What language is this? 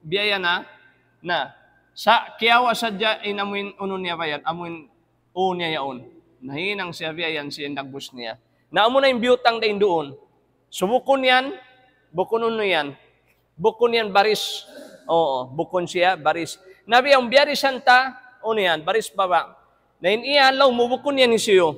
Tausug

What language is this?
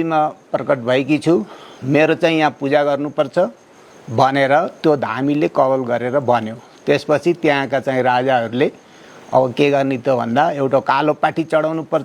Nepali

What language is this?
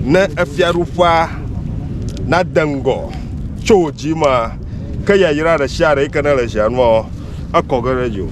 Ewe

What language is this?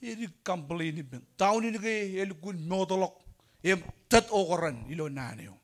Marshallese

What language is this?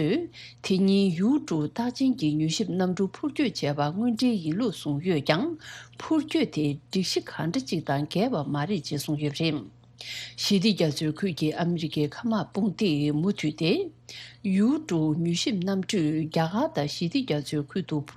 Tibetan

